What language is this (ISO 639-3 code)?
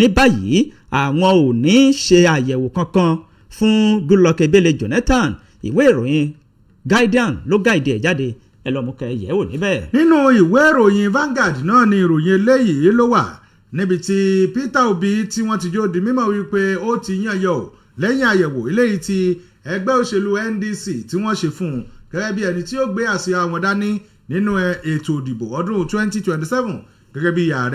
yor